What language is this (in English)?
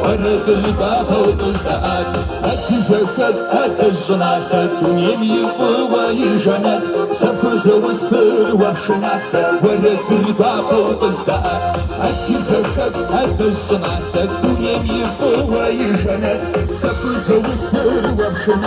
Kabardian